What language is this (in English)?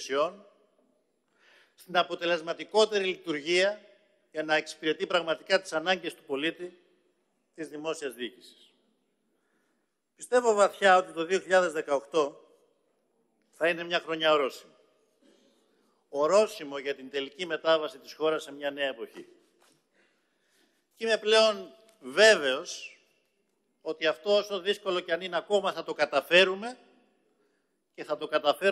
Greek